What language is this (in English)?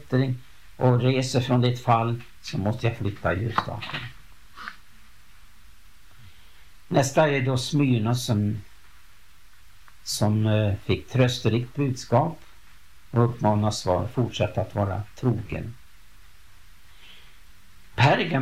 Swedish